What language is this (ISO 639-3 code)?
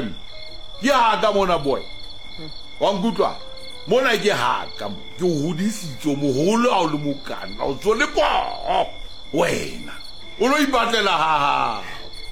sot